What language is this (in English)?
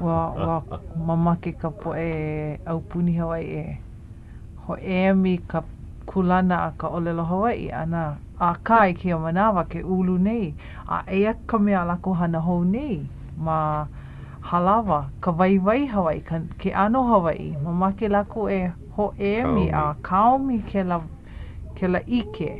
Hawaiian